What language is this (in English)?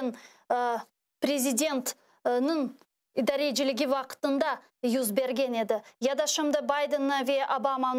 Crimean Tatar